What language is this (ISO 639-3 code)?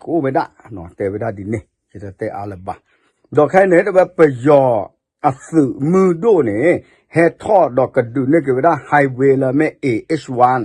ksw